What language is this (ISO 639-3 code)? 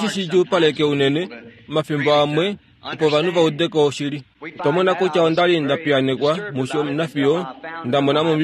kua